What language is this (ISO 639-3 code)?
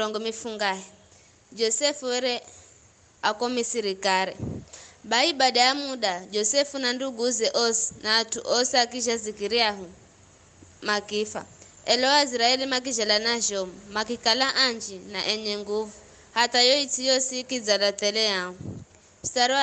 nyf